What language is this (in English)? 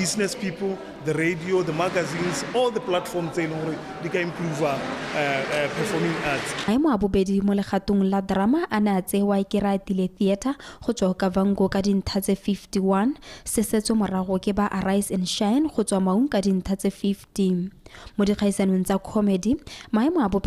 Tswana